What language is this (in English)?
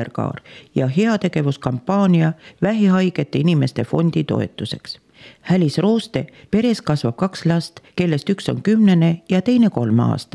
Estonian